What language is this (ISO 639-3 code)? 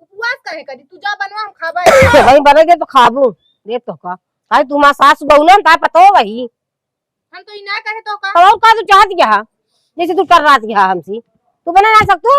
awa